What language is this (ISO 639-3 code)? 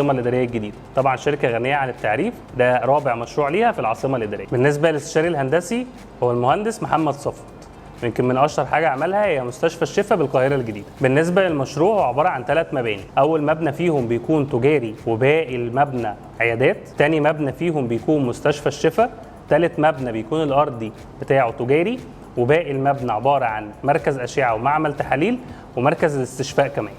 arz